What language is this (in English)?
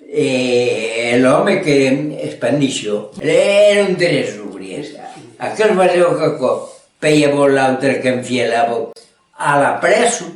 Occitan